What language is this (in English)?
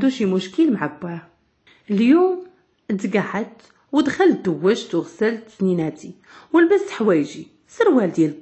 Moroccan Arabic